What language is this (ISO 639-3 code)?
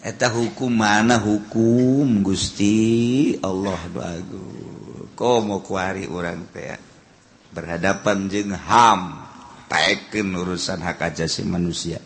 sun